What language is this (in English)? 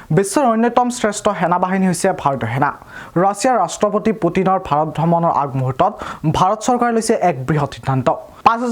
Assamese